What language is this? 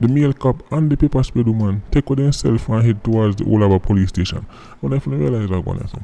Jamaican Creole English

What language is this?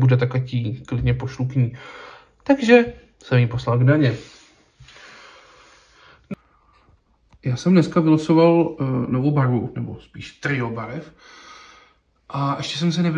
Czech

